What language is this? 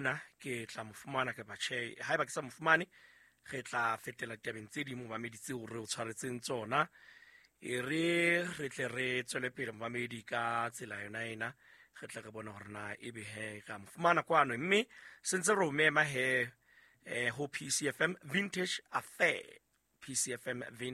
Southern Sotho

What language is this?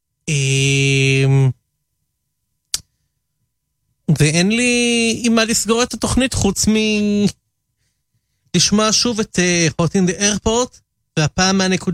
Hebrew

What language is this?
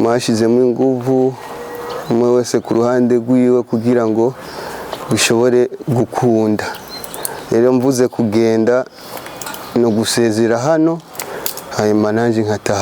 Rundi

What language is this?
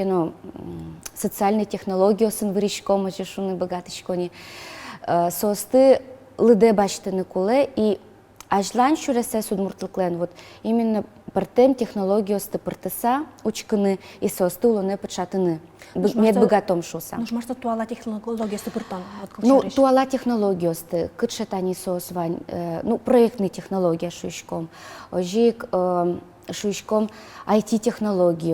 Udmurt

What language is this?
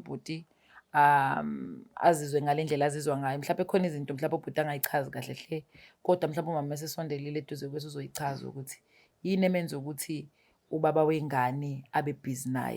Zulu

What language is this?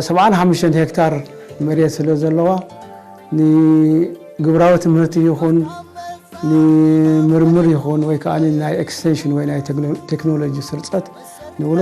Tigrinya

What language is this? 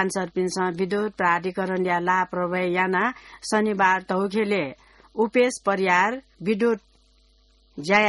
Newari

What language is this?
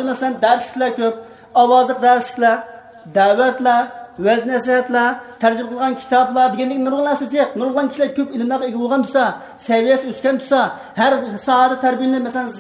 Uyghur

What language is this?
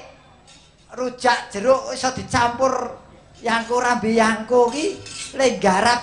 Javanese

